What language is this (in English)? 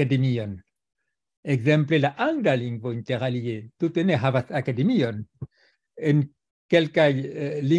Esperanto